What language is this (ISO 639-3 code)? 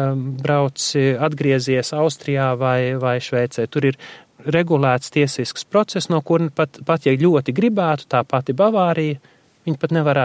lav